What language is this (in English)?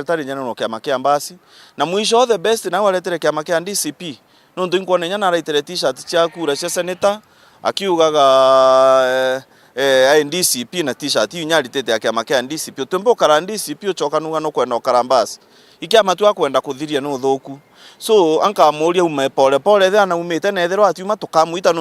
Meru